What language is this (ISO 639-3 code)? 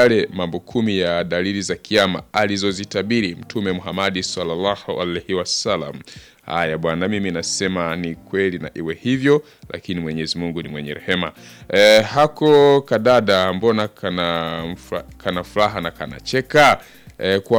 swa